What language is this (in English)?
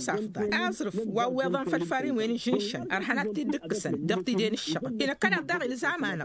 Tamasheq